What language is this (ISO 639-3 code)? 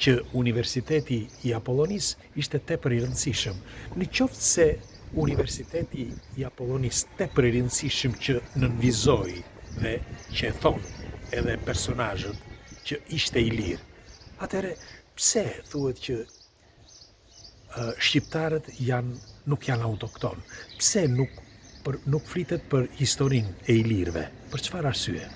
sqi